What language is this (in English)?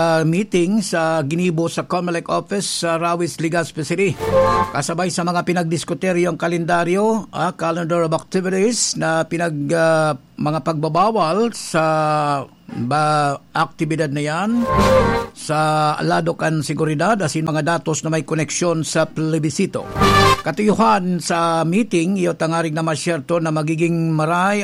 Bikol